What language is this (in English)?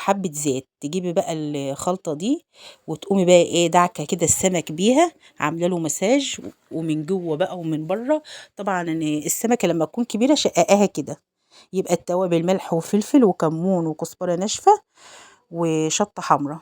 Egyptian Arabic